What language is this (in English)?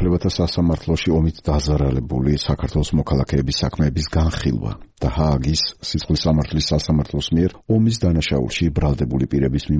Georgian